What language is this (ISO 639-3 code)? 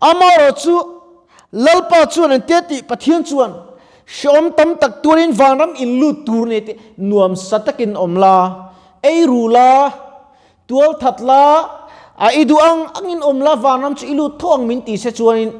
lus